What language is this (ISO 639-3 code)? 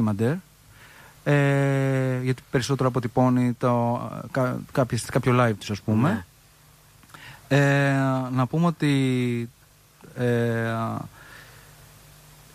ell